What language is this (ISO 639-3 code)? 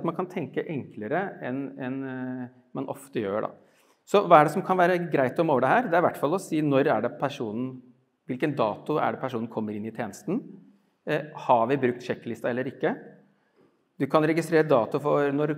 nor